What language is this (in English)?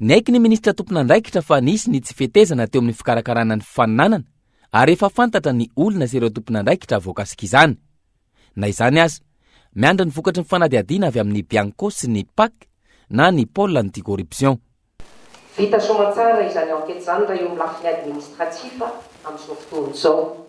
Malagasy